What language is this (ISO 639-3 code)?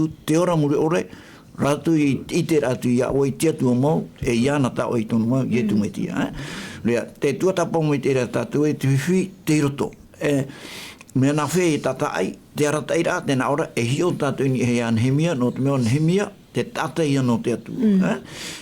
tah